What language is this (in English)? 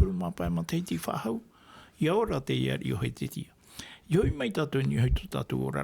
Tahitian